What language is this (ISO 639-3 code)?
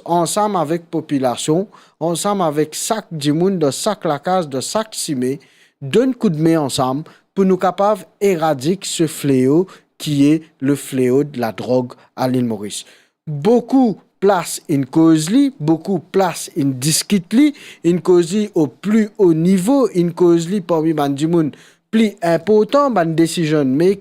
mfe